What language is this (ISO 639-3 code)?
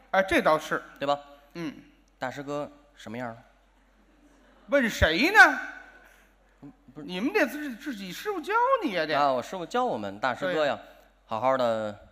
zho